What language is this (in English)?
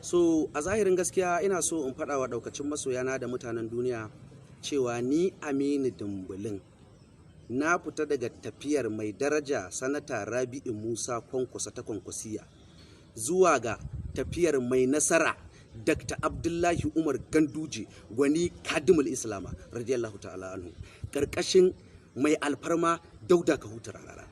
Hausa